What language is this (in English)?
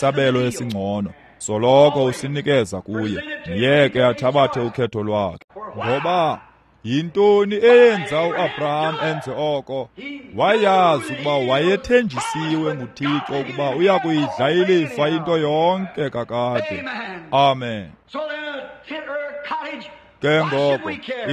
Xhosa